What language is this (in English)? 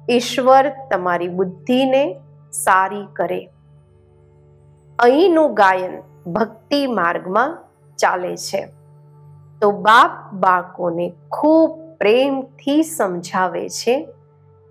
Gujarati